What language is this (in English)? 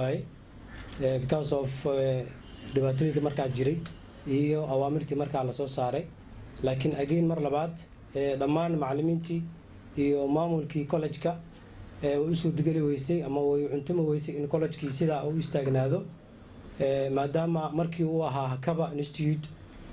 Somali